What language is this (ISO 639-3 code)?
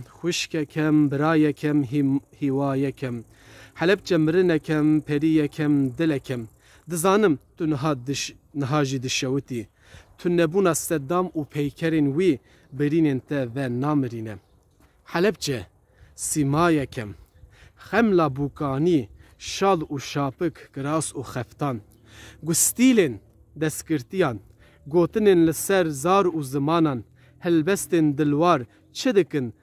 kur